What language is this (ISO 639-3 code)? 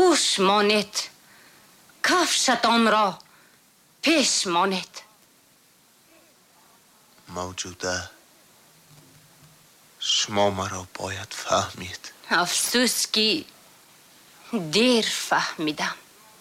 tgk